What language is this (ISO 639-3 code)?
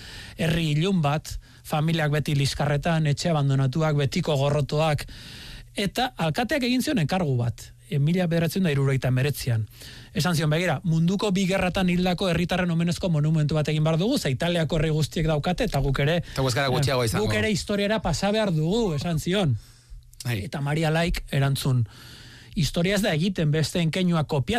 eus